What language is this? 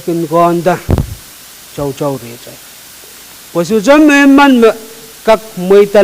Pohnpeian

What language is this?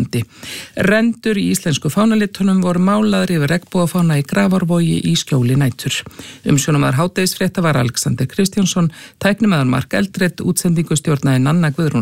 Icelandic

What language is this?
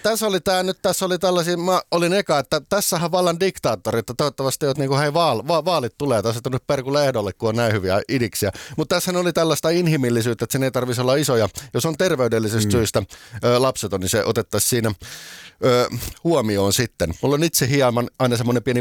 Finnish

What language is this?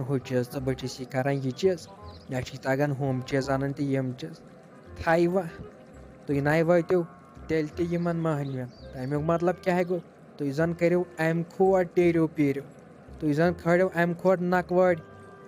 Kashmiri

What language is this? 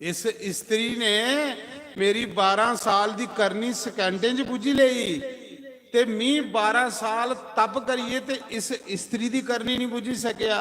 Dogri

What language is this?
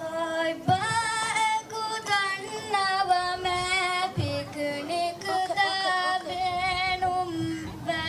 Divehi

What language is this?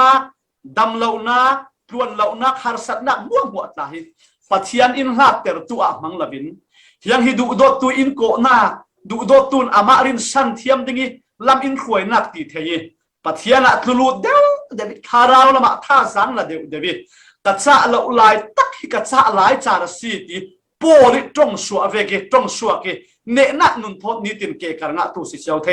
Falam Chin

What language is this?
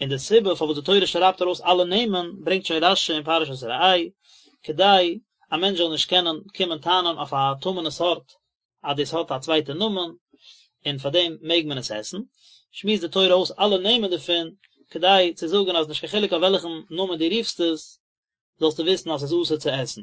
Yiddish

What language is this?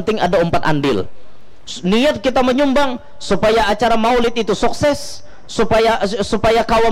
Banjar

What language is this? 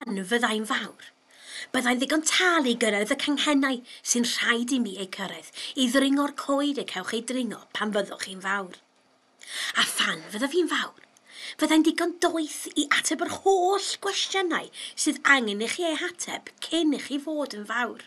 Welsh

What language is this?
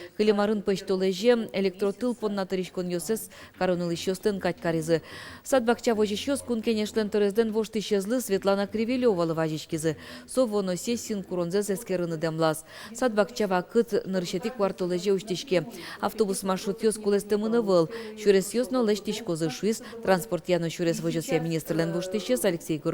Udmurt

